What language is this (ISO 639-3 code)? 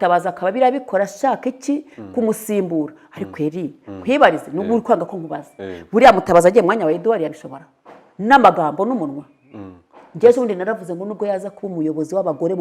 kin